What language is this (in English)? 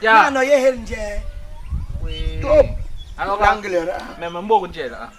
Basaa